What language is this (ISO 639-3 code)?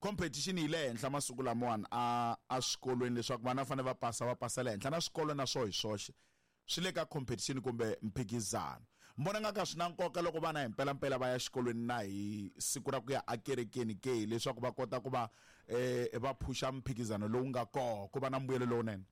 tso